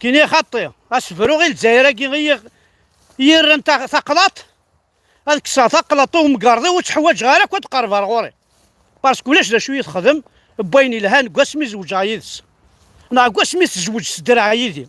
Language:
Kabyle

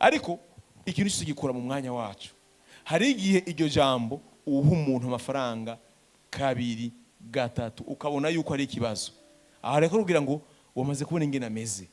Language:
Rundi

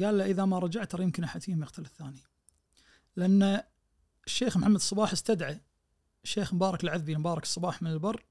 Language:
Najdi Arabic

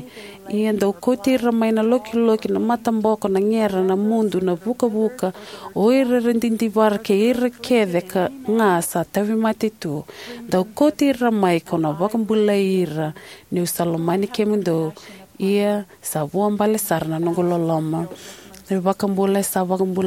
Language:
Fijian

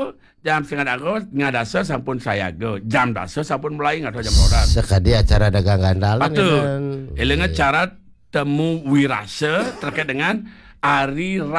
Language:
Balinese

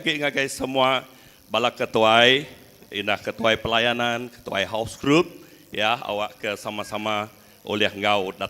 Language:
Iban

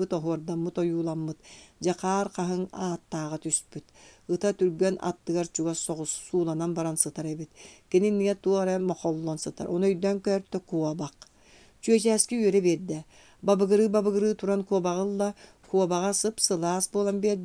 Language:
Yakut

